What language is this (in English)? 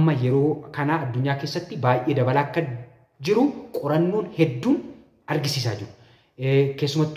Oromo